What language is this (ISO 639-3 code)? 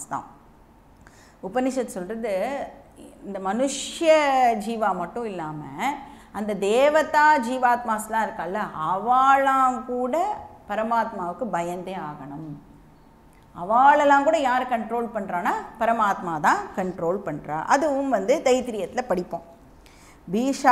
tam